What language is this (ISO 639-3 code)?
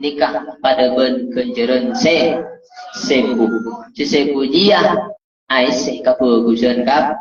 mad